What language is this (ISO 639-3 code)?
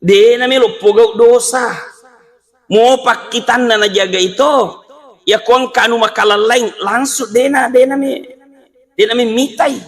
bug